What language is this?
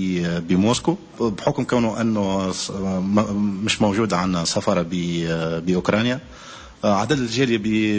Tunisian Arabic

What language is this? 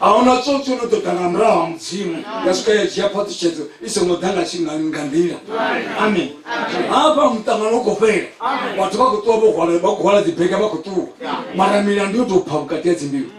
Venda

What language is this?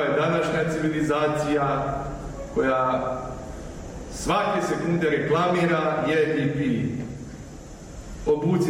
Serbian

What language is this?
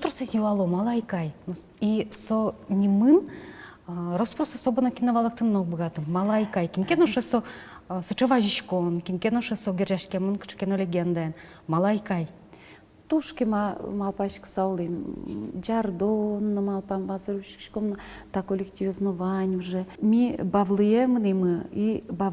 Udmurt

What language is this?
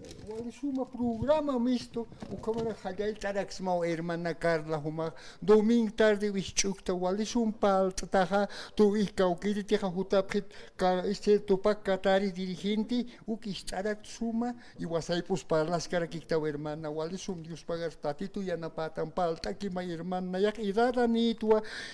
Aymara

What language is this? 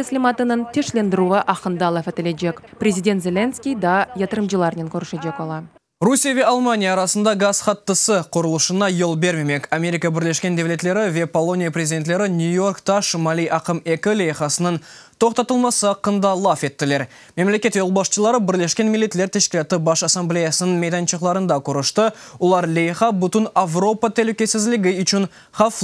Crimean Tatar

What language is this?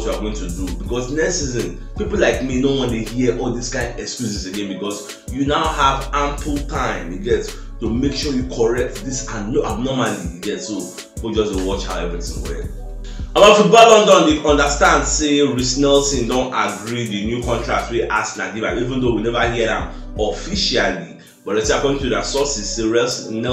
Nigerian Pidgin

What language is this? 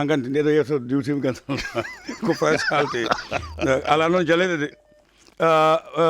Fula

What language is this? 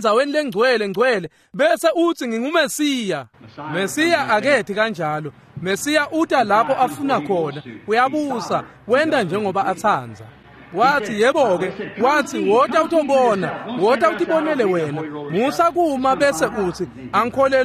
Swati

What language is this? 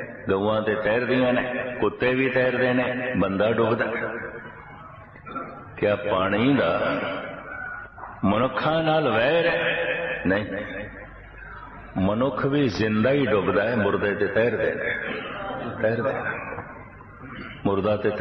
Punjabi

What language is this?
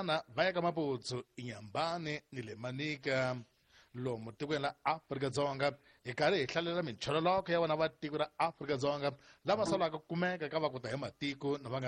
Tsonga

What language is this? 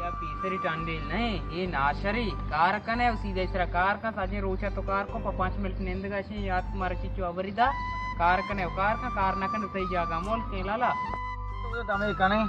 Baluchi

